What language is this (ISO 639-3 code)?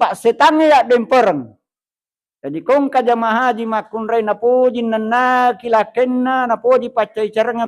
bug